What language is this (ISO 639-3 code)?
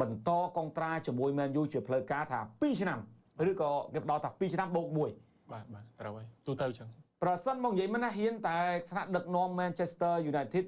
khm